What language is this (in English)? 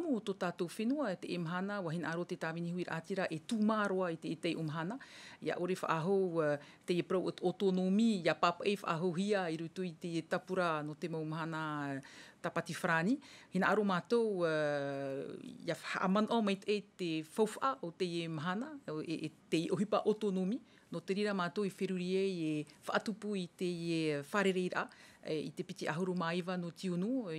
Tahitian